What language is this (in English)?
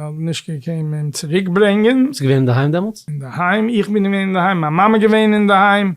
Yiddish